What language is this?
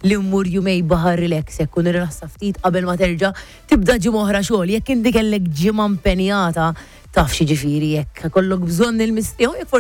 Maltese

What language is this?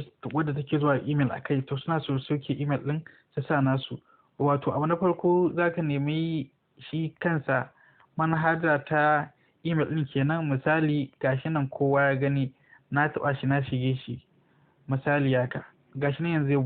Hausa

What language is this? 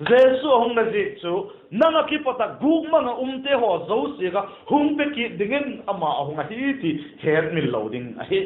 Vaiphei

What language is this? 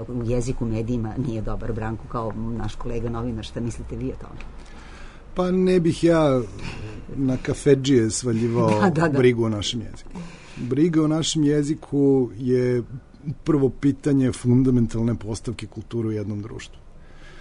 Serbian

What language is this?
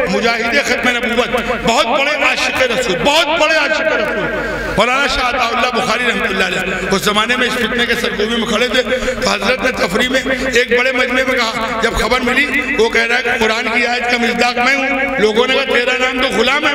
Urdu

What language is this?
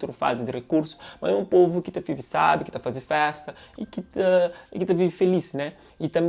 Kabuverdianu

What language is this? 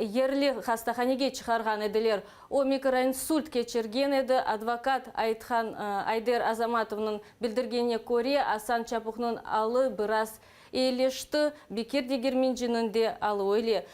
Crimean Tatar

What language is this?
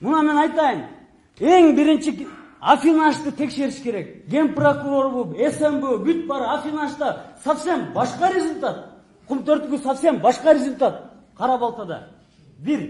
Kyrgyz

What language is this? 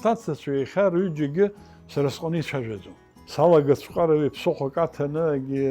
Abkhazian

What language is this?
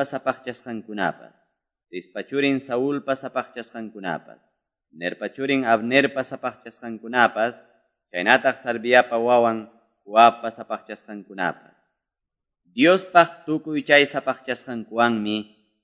Quechua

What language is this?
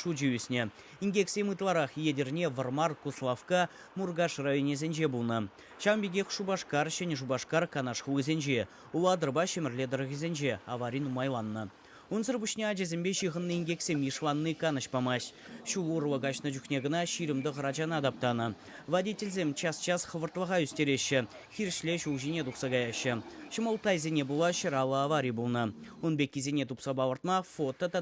Chuvash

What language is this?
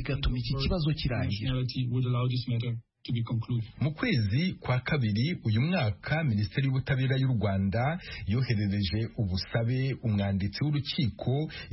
Kinyarwanda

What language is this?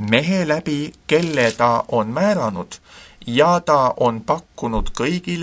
Estonian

